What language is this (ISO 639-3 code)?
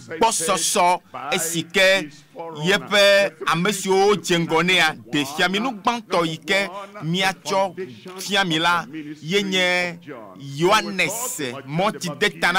ewe